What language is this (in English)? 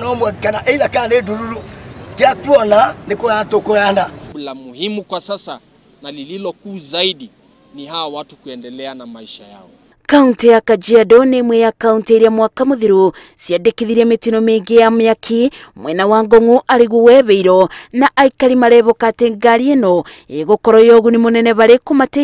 Kikuyu